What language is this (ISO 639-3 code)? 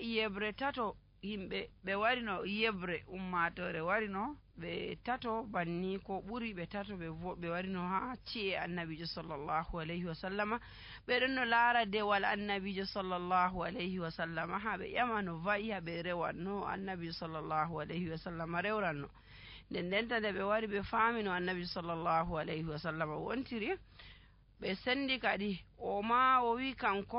fuv